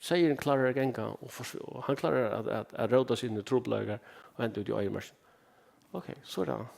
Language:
Faroese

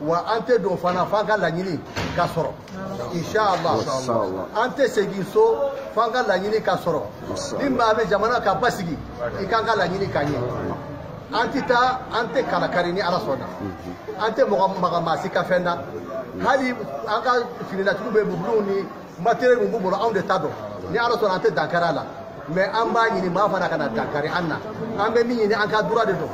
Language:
Bambara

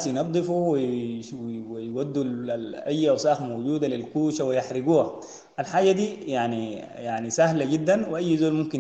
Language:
Sudanese Arabic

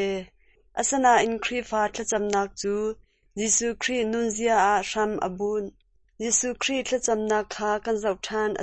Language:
Hakha Chin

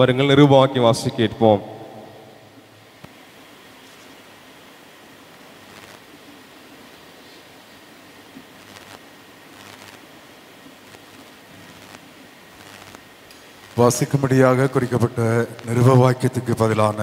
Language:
Tamil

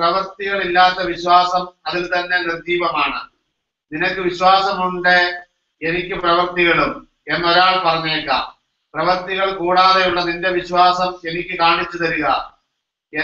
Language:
Malayalam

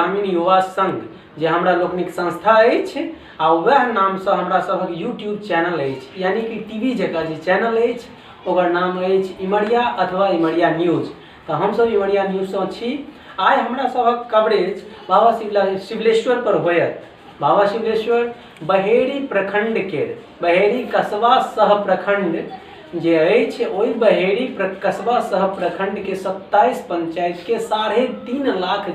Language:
Maithili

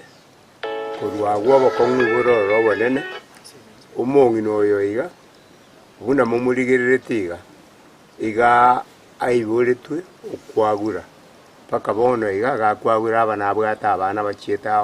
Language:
Gusii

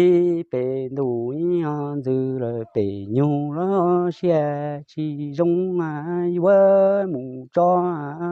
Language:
Hmong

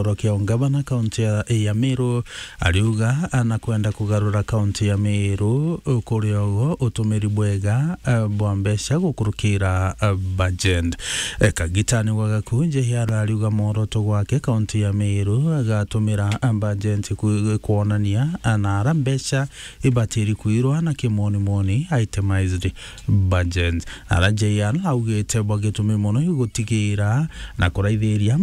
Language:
Meru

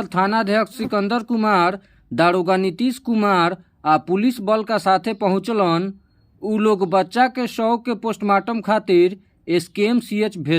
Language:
Bhojpuri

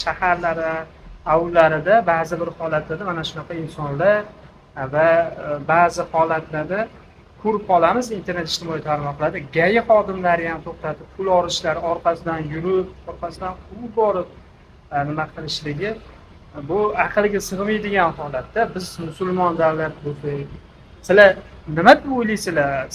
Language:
Uzbek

